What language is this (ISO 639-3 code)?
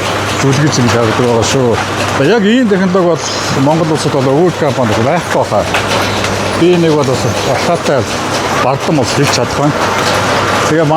mon